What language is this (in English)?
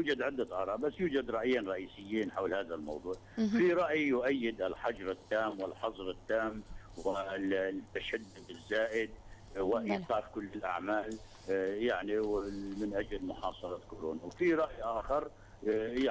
North Levantine Arabic